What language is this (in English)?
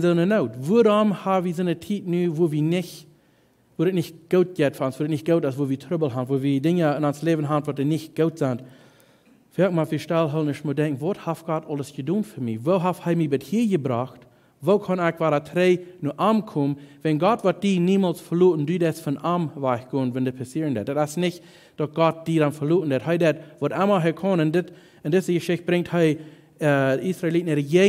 Plautdietsch